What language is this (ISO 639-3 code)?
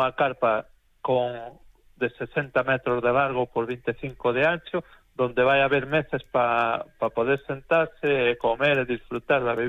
glg